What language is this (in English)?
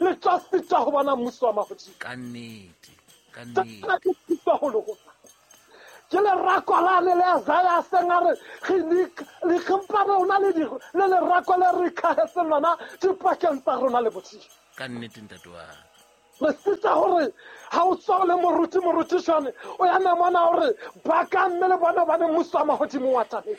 Southern Sotho